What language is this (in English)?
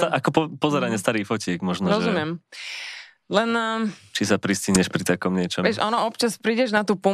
Slovak